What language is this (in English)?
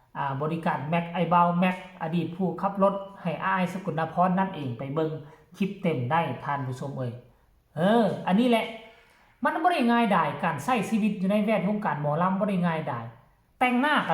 Northeastern Thai